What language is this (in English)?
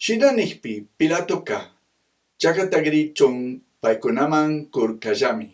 Chimborazo Highland Quichua